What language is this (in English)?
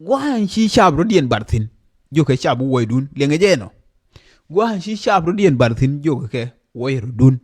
Nuer